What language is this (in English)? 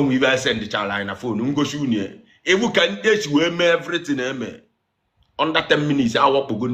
Igbo